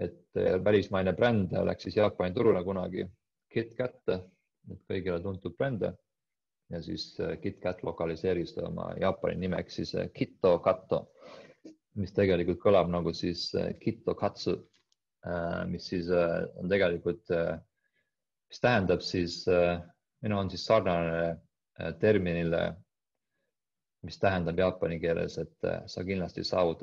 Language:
Estonian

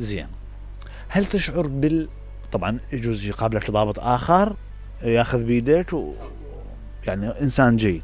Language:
Mesopotamian Arabic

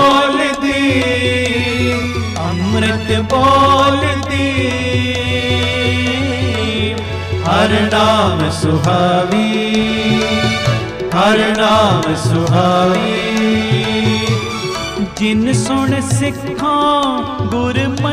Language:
Punjabi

